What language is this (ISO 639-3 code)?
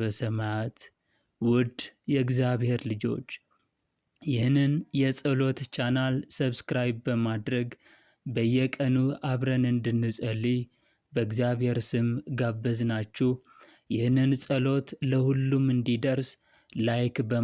amh